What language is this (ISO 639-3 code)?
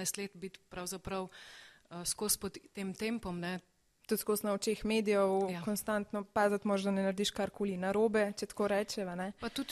slv